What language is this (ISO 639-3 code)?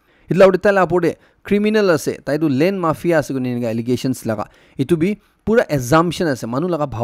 nag